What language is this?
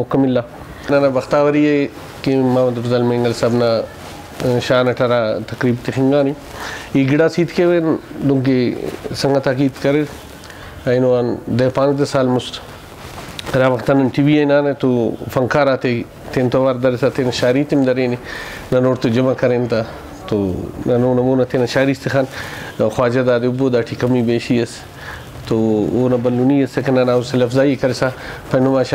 Brahui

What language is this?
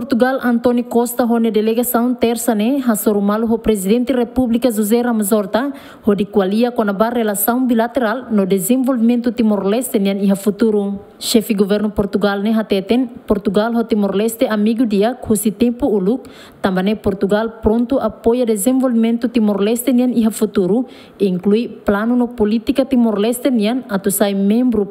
Tetum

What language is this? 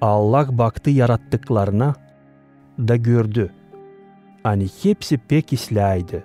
Gagauz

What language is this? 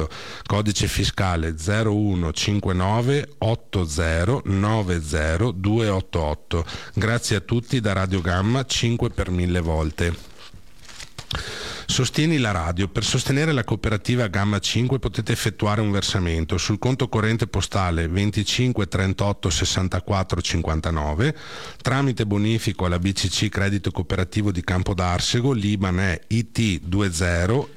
Italian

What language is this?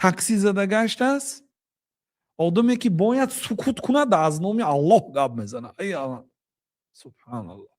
Tajik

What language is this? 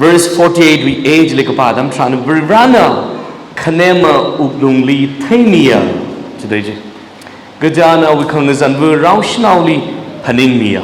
Tangkhul Naga (India)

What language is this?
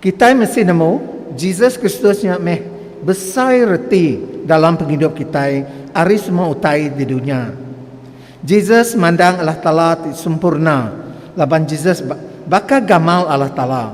Iban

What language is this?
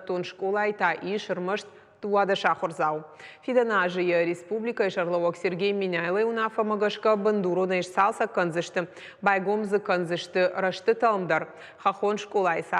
Ossetic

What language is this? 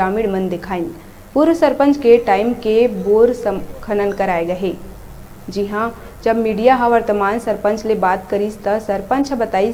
Chhattisgarhi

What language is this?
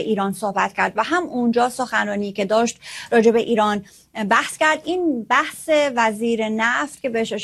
Persian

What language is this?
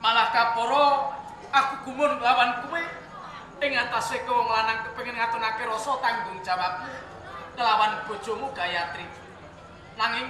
Javanese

